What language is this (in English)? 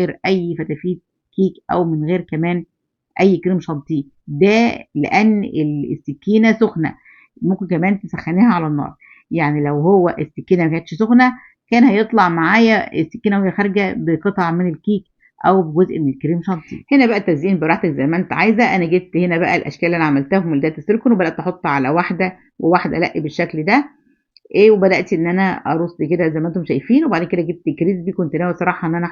Egyptian Arabic